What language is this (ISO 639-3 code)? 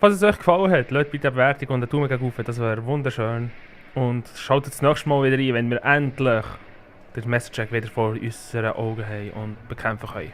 gsw